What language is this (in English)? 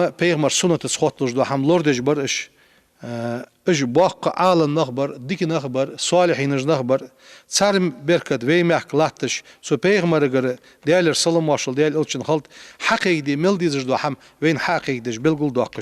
Ingush